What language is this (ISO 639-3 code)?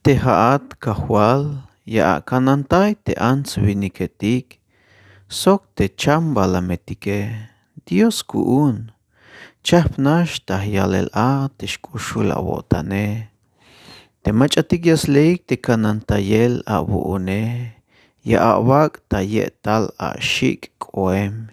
tzh